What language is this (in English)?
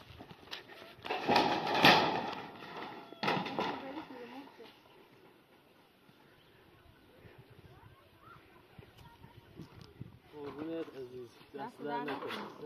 Persian